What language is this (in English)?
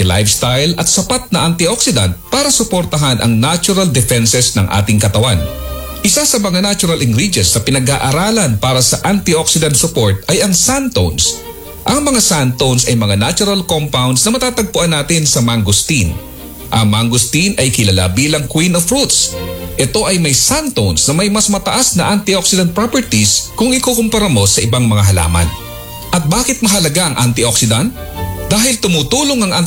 Filipino